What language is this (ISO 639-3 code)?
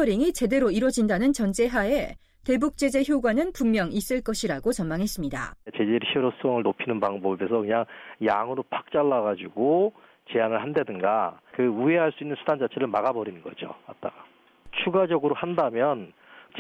kor